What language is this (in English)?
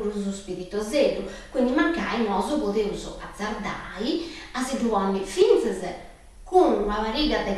Sardinian